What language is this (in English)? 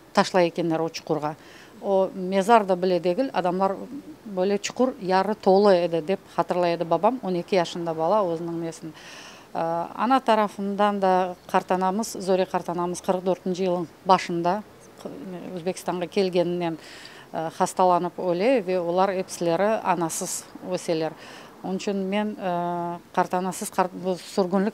Crimean Tatar